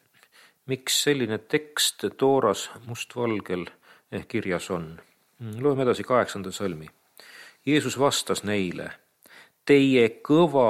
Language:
Estonian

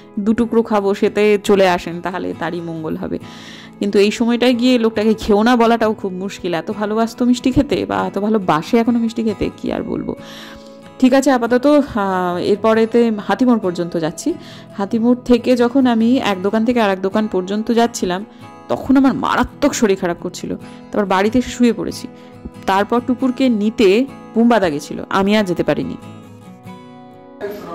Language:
Bangla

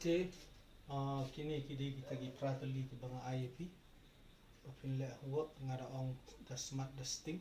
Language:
Khasi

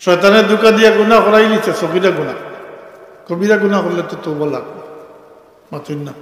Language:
Sylheti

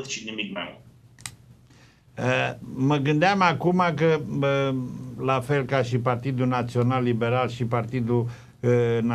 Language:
Romanian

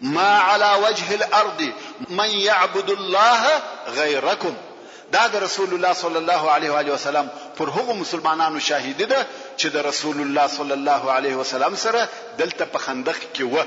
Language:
Pashto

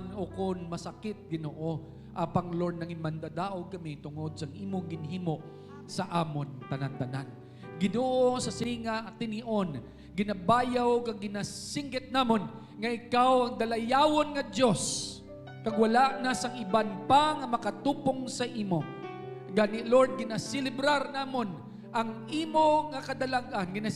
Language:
Hiligaynon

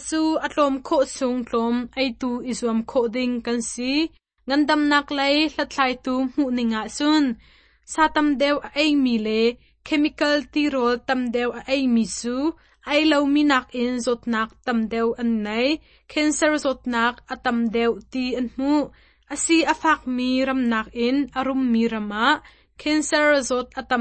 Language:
Hakha Chin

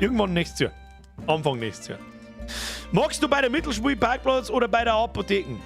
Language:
Bavarian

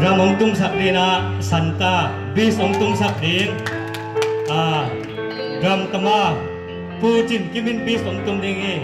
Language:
Tedim Chin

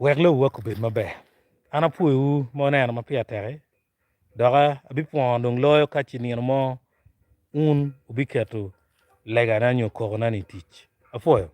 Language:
Acoli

